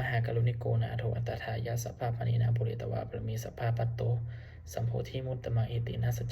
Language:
Pali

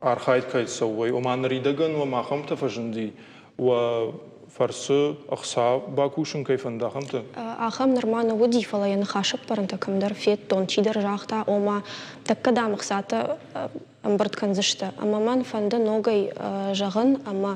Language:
Ossetic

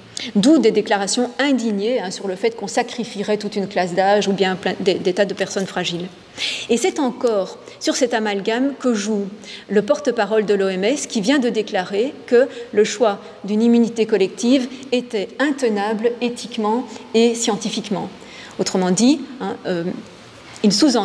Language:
French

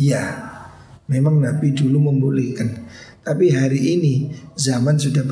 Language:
Indonesian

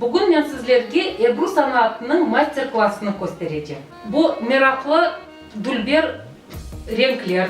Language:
Crimean Tatar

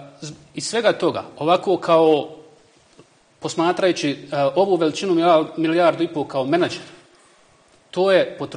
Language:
Bosnian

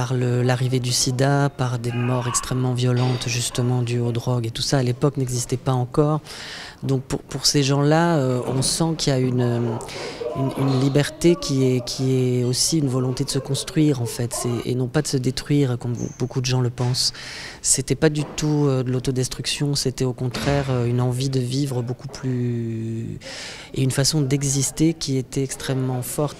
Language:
French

